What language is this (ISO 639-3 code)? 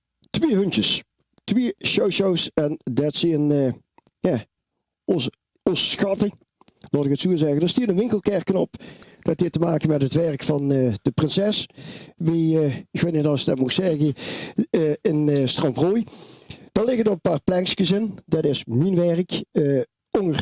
lim